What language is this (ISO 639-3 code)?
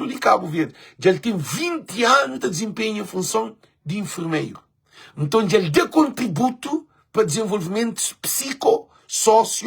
kea